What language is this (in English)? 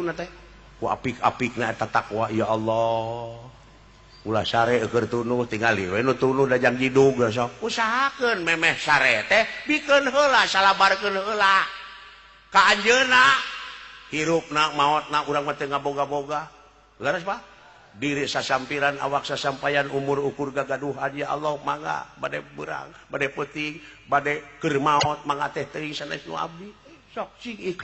Sundanese